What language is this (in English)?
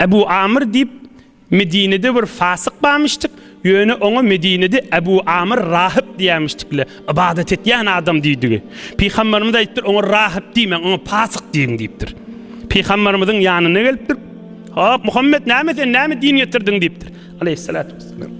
Turkmen